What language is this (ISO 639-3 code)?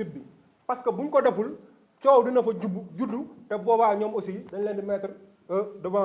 wol